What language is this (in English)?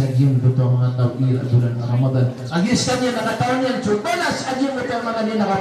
Maranao